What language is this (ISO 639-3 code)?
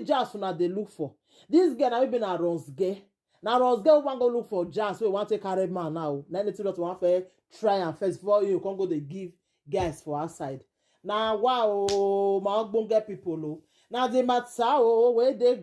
pcm